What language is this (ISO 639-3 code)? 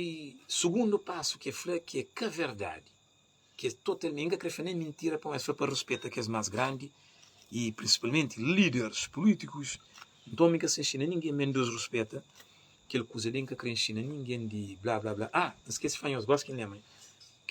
kea